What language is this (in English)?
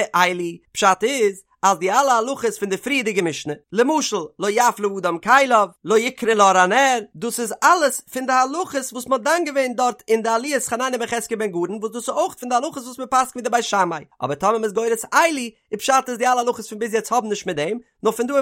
Yiddish